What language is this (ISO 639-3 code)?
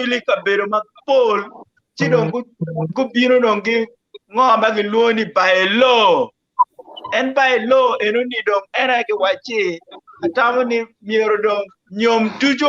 ach